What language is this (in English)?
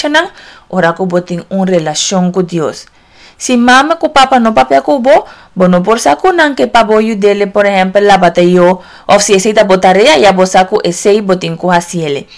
Papiamento